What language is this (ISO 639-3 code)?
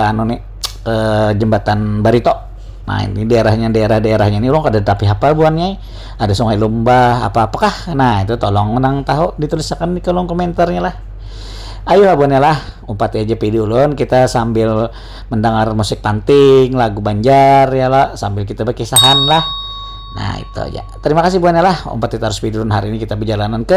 bjn